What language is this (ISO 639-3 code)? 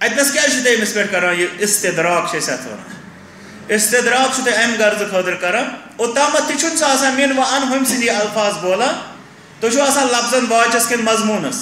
kas